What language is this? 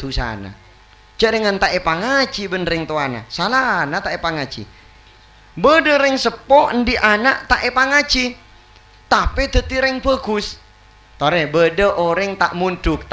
Madurese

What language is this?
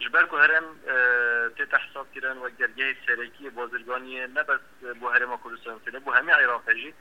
Kurdish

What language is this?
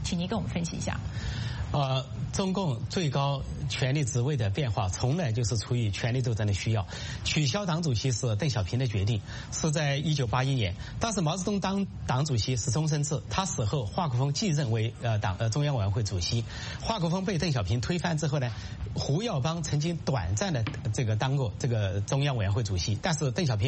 Chinese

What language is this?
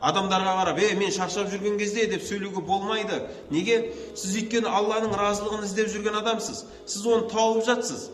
Kazakh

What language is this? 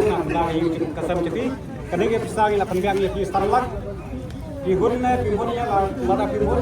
Khasi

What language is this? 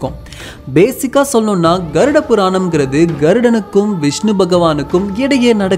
Tamil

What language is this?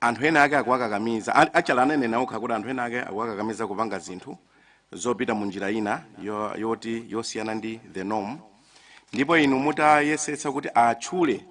Nyanja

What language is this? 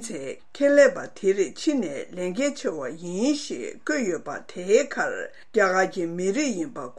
Tibetan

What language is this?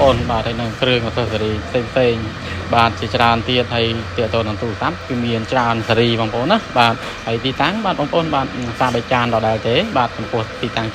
Khmer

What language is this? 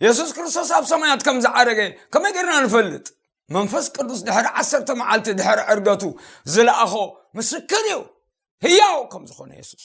Tigrinya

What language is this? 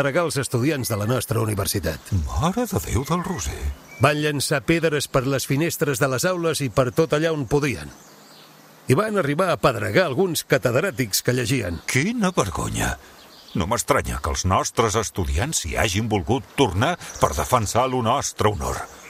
Catalan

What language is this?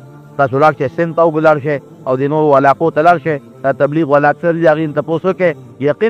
Pashto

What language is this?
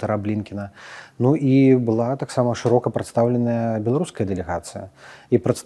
Belarusian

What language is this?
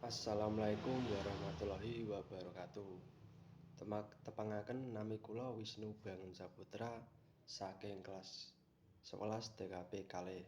Javanese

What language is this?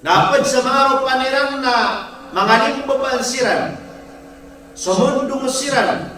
Maranao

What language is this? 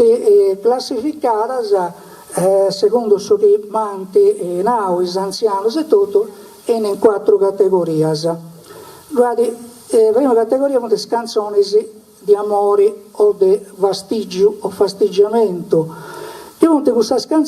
Sardinian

